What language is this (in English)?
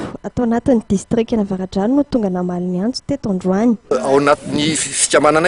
Malagasy